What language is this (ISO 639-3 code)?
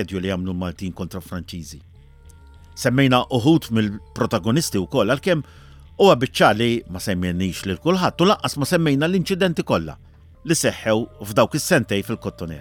mlt